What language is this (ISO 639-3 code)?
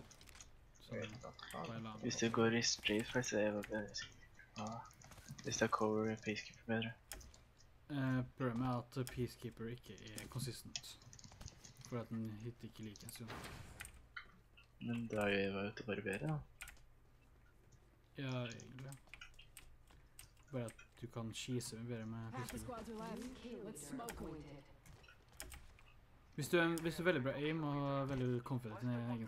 nor